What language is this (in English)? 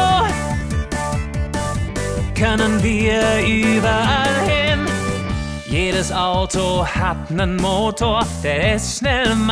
German